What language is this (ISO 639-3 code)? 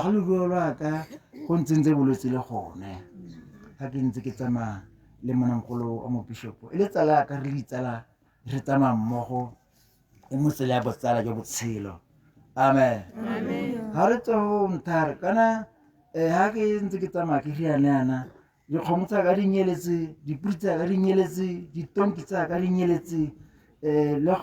tsn